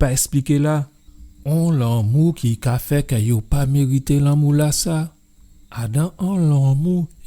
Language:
Guadeloupean Creole French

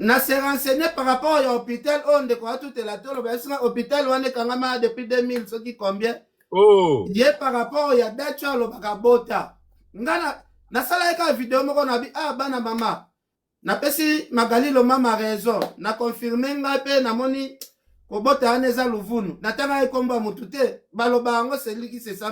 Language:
Lingala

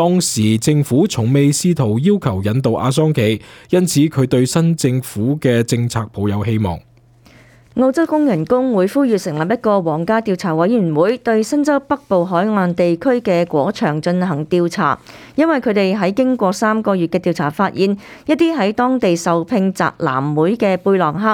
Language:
Cantonese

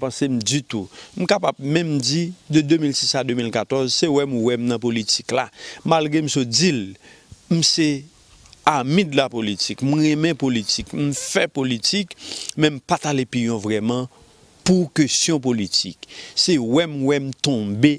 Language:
Haitian Creole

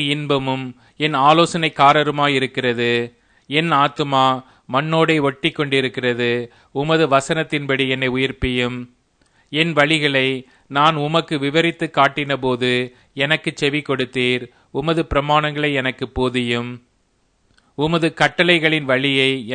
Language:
Tamil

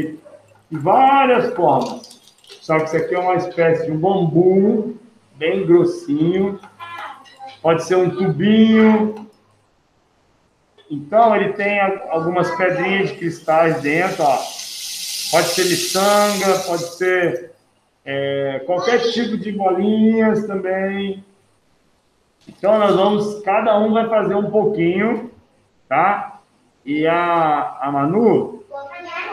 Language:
Portuguese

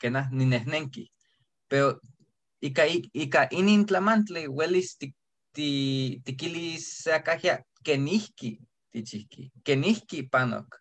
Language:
Eastern Huasteca Nahuatl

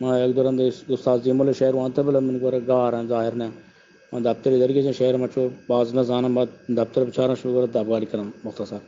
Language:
Eastern Balochi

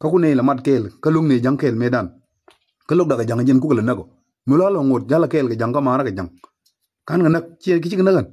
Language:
Nuer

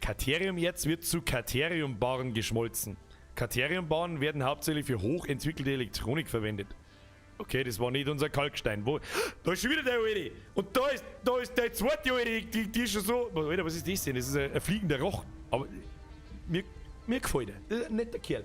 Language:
Bavarian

